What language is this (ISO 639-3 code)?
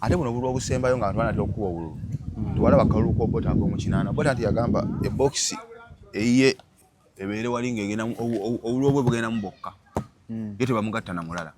lug